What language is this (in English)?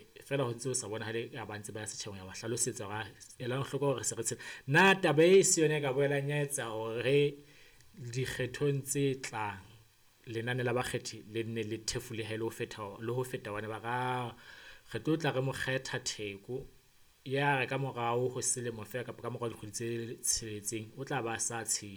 Southern Sotho